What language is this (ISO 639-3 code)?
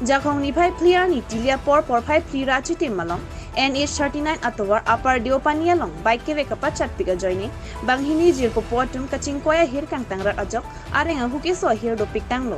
mjw